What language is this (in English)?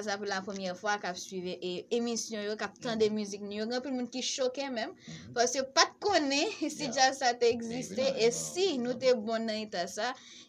Haitian Creole